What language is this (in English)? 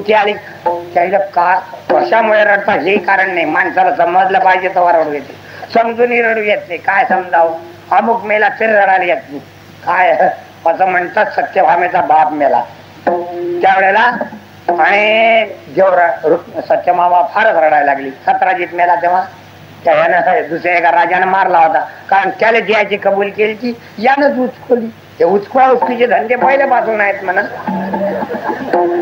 Marathi